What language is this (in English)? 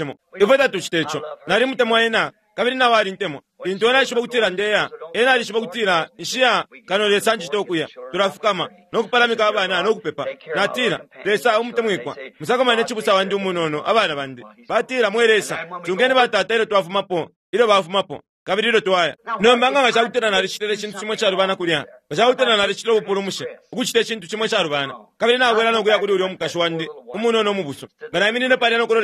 Bemba